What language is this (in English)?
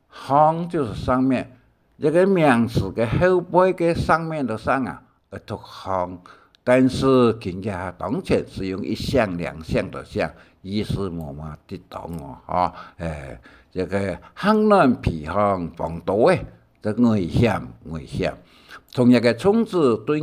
Hakka Chinese